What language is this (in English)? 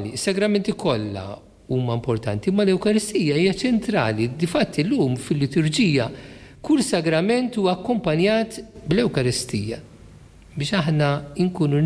Maltese